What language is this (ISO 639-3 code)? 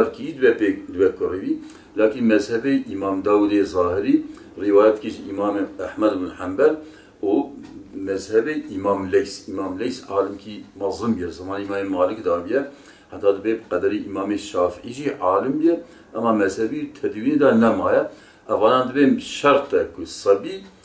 kur